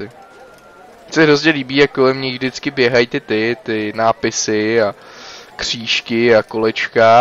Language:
Czech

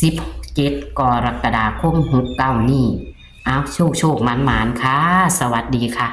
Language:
Northeastern Thai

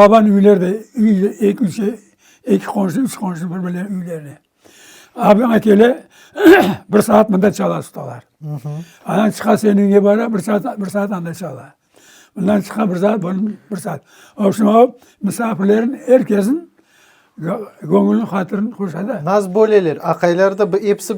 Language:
Crimean Tatar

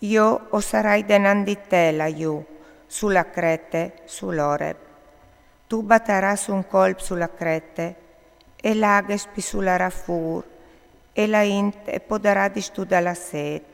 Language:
Friulian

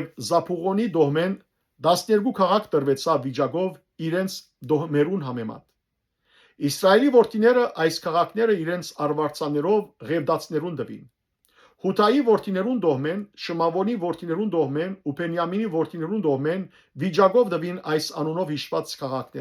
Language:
Western Armenian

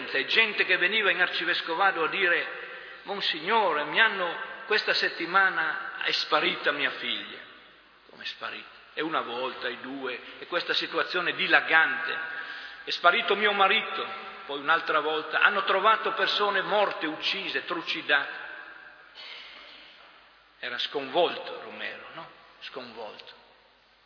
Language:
Italian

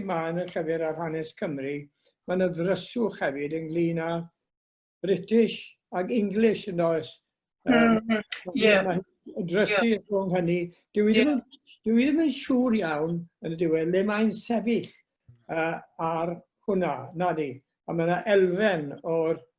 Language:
Welsh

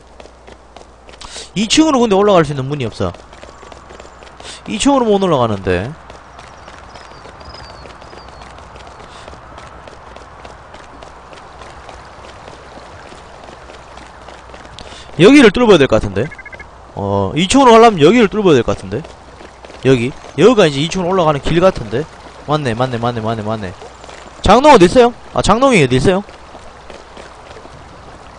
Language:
Korean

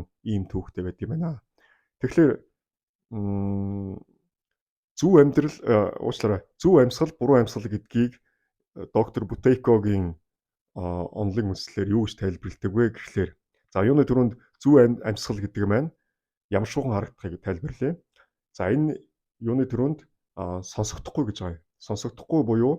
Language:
Mongolian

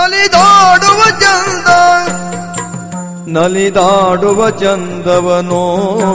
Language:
Kannada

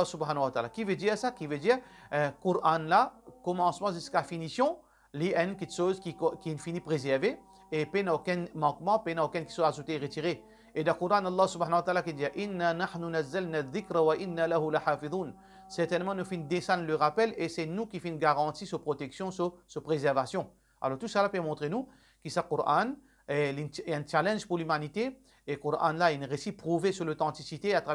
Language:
Morisyen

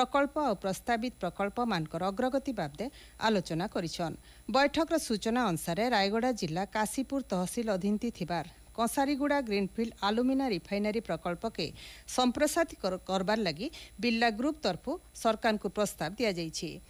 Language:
Odia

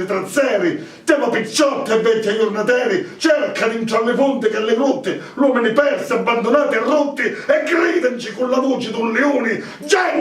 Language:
Sicilian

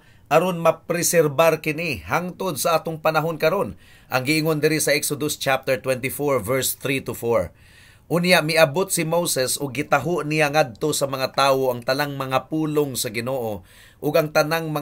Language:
Cebuano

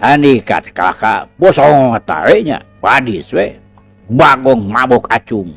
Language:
Sundanese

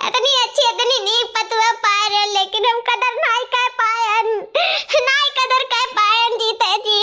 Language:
Awadhi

